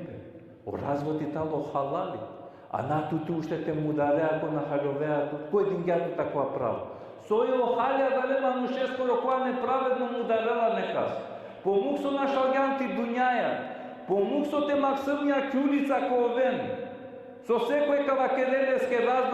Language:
Balkan Romani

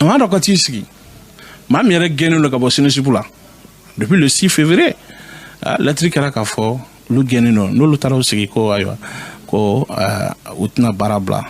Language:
Bambara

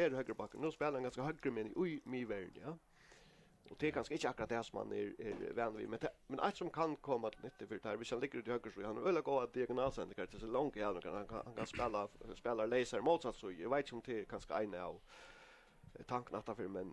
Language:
Faroese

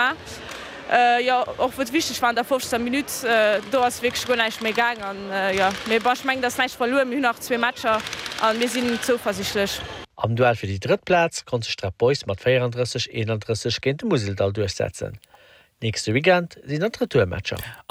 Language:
Luxembourgish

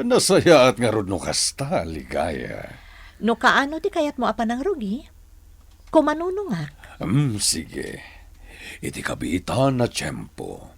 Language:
Iloko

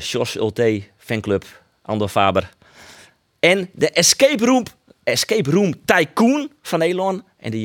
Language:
Western Frisian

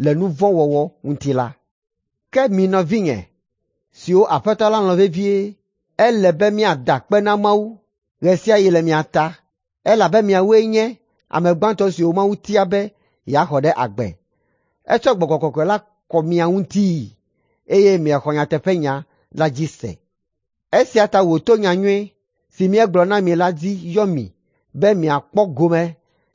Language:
Ewe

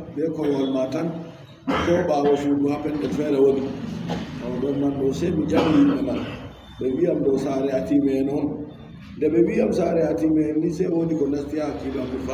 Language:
Adamawa Fulfulde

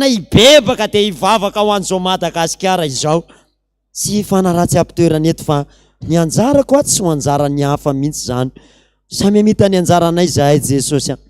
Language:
Malagasy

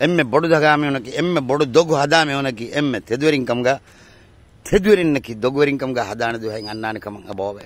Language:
Divehi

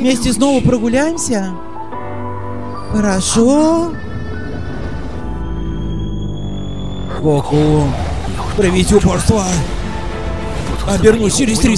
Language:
Russian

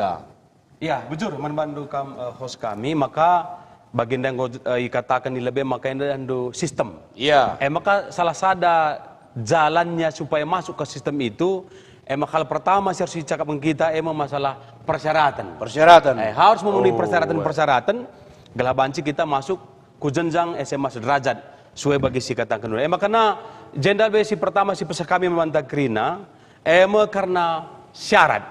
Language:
Batak Karo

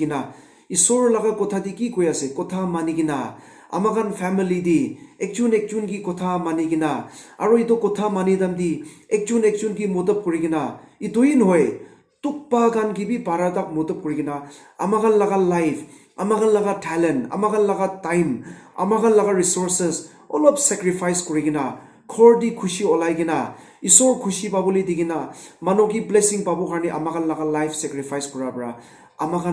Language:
Naga Pidgin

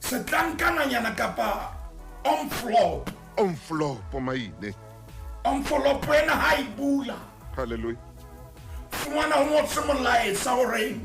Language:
Southern Sotho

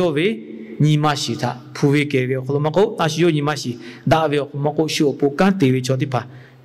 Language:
Lahu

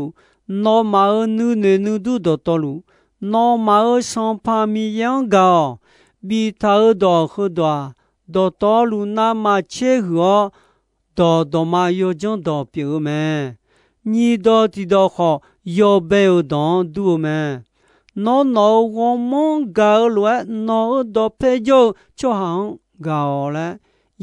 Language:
Akha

